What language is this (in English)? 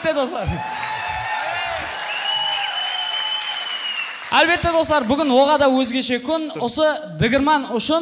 Kazakh